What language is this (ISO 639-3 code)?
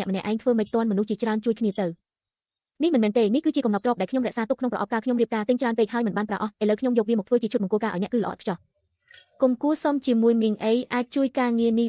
khm